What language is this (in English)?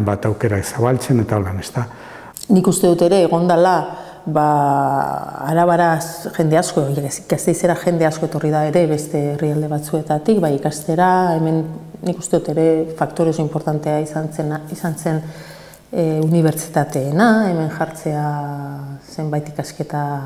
Basque